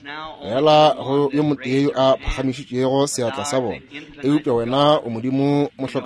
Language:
Northern Sotho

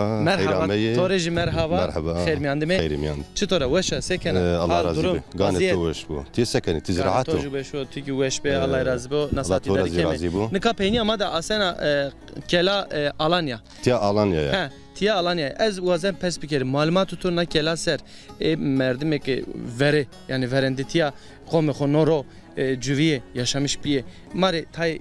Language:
Zaza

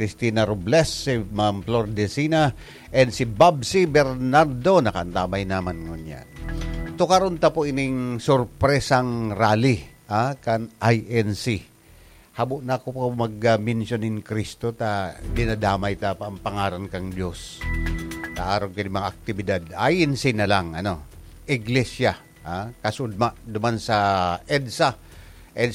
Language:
Bikol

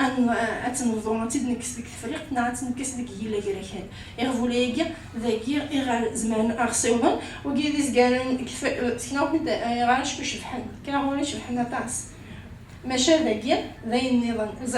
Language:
Kabyle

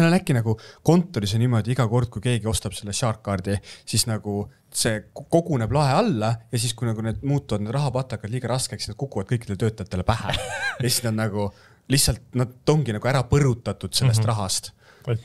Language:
Estonian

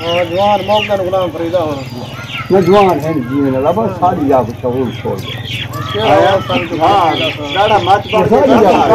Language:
Saraiki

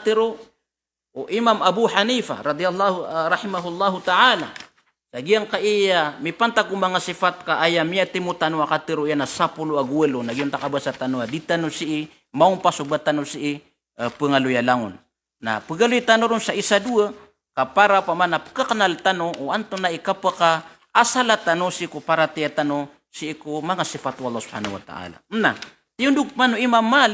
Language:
Maranao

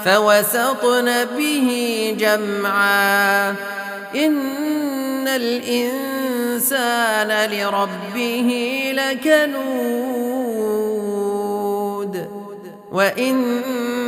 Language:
Arabic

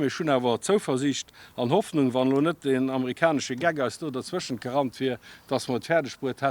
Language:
Luxembourgish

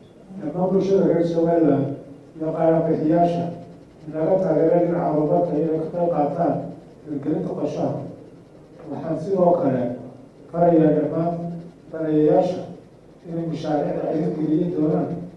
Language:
Somali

